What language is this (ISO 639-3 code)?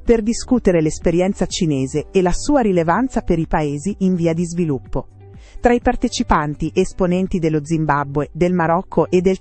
ita